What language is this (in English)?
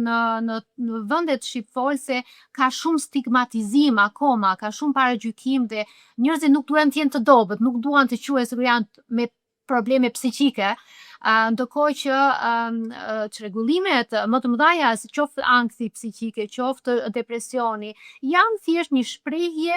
Albanian